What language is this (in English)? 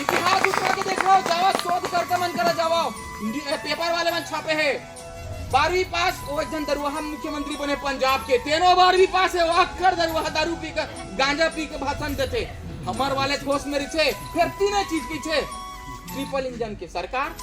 Chhattisgarhi